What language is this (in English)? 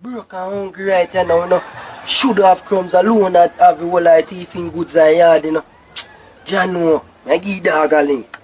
Jamaican Creole English